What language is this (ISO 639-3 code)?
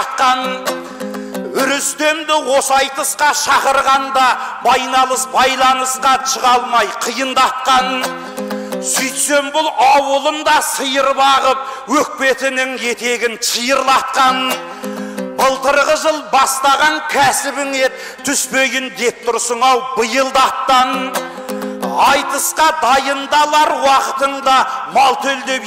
kaz